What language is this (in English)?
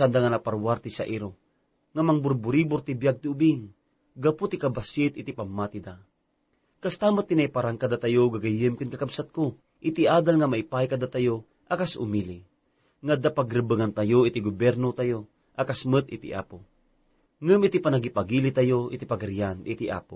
Iloko